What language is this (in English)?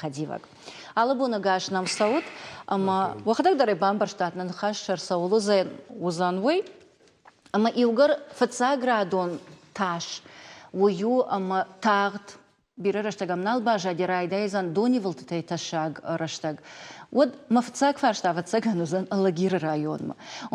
Ossetic